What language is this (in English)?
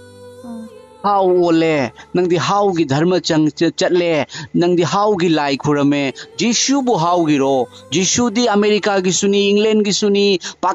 Manipuri